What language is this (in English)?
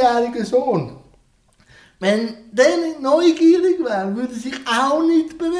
German